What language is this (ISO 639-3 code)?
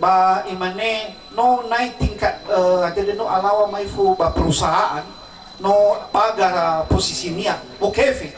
nia